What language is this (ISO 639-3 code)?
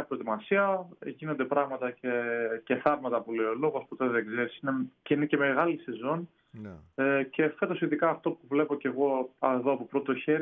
ell